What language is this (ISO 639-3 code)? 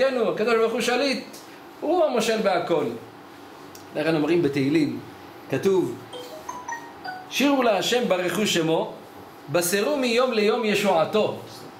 heb